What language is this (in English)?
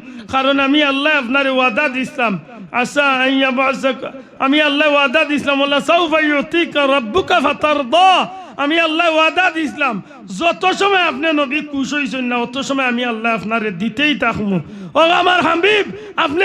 Sylheti